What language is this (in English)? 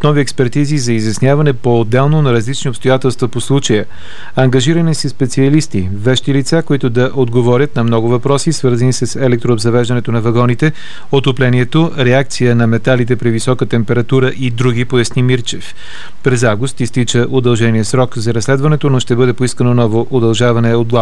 Bulgarian